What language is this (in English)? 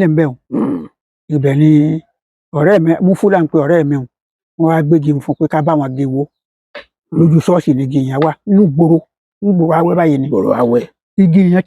Yoruba